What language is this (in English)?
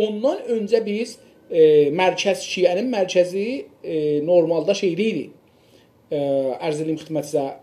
South Azerbaijani